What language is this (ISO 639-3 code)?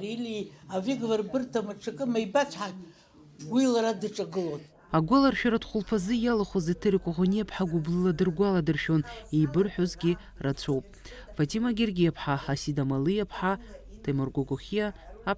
abk